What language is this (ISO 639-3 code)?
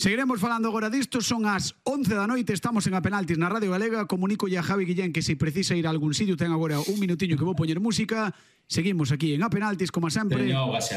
glg